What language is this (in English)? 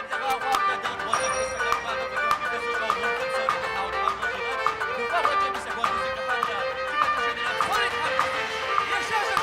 Kabardian